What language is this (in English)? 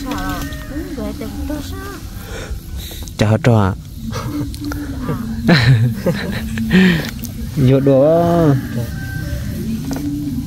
Vietnamese